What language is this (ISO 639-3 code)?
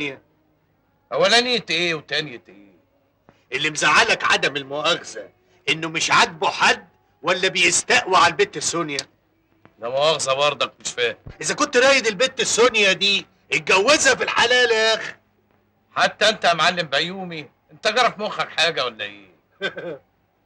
arz